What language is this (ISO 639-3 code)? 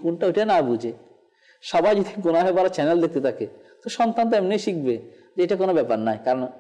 ben